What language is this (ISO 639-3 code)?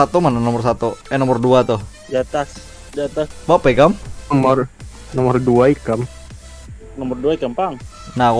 bjn